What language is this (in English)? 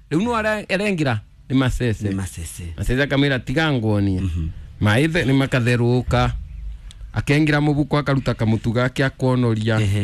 Kikuyu